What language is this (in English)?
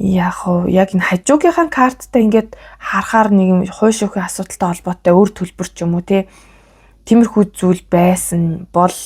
Mongolian